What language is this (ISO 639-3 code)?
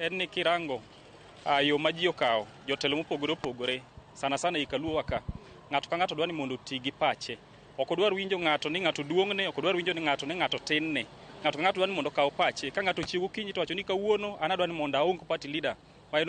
luo